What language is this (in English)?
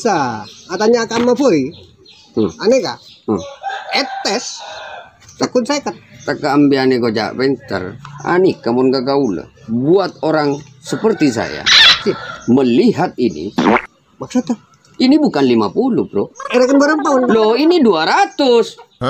Madurese